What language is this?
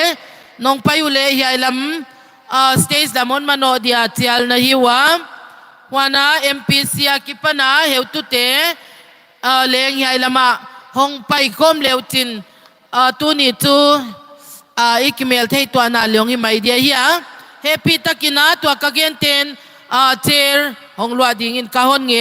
Tedim Chin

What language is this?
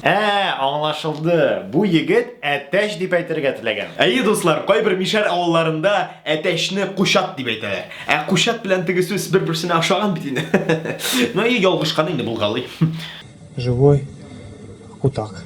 Tatar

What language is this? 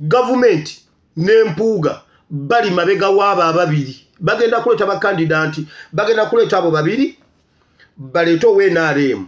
Ganda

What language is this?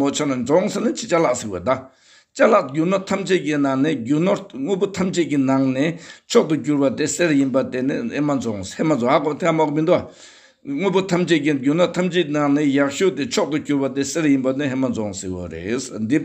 Tibetan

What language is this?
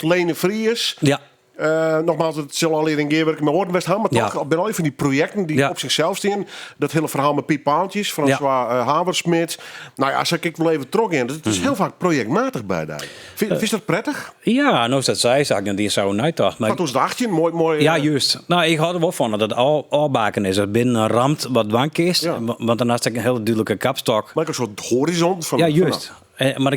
Western Frisian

